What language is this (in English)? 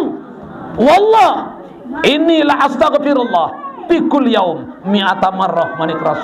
Sasak